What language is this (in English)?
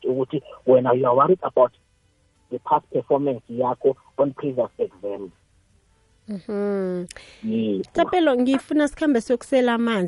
South Ndebele